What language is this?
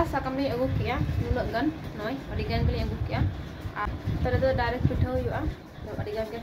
Santali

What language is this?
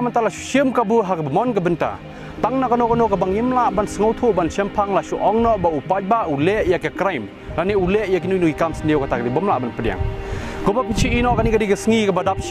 Khasi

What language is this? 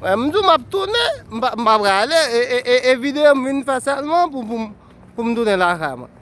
Haitian Creole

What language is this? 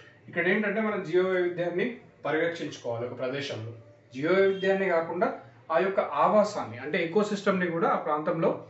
Telugu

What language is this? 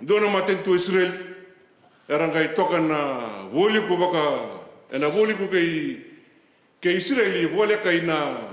Fijian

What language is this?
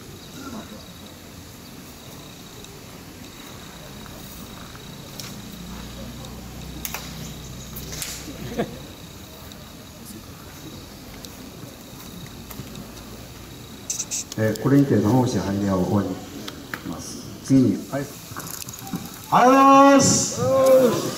Japanese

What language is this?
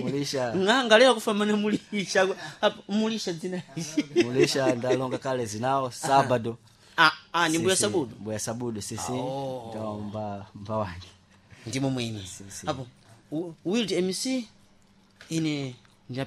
Sena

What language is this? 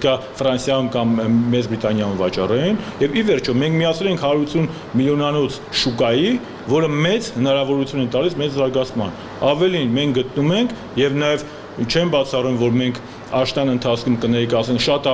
Armenian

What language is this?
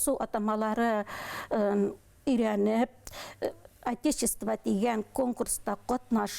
Bashkir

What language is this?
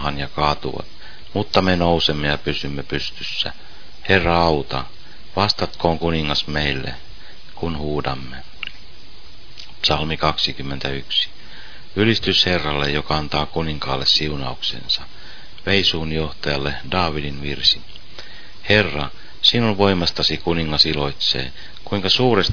Finnish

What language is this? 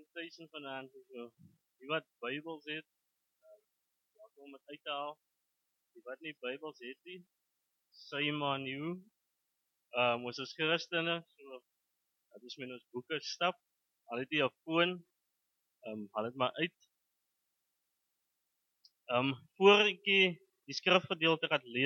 Afrikaans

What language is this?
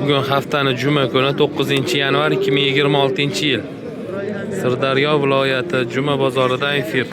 Uzbek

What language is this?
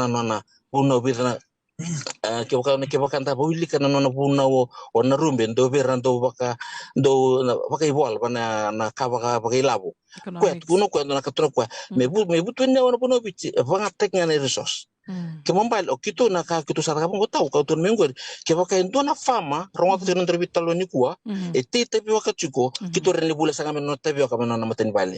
Fijian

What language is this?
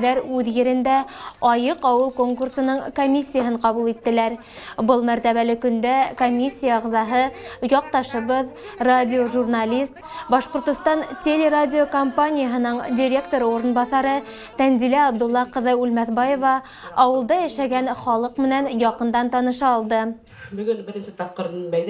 Bashkir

